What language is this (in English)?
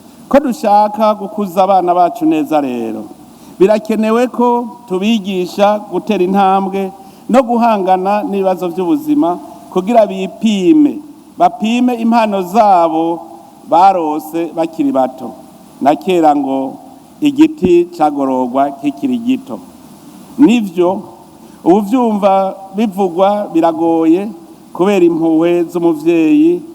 Rundi